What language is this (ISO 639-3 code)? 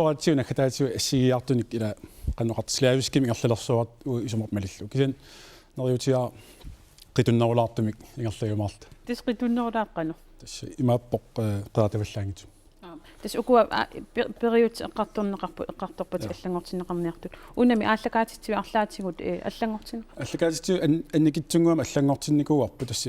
kal